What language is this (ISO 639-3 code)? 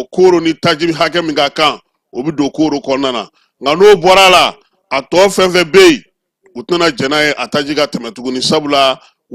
bam